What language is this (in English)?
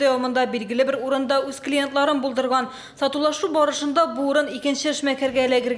Tatar